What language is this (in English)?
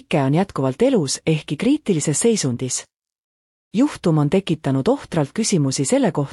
Estonian